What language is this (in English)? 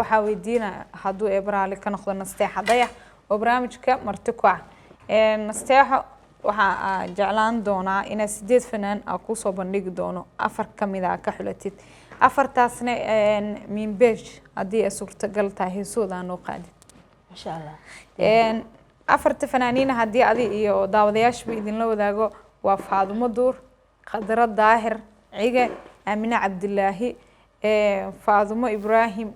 Somali